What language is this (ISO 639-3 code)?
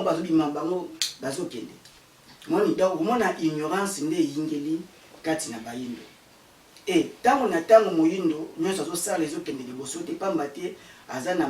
lin